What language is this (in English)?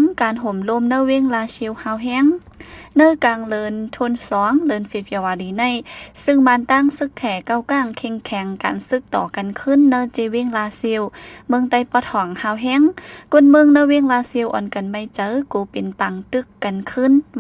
Shan